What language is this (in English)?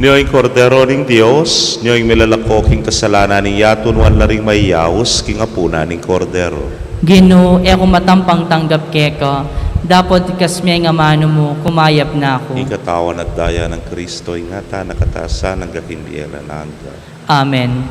Pampanga